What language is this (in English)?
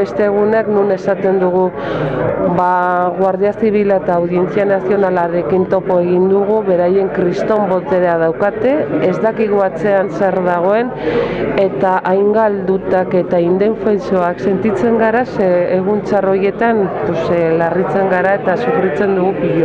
Basque